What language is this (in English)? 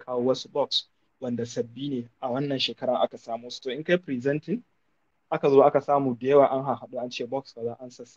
Hausa